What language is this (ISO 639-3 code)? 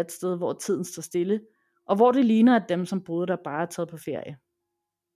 dan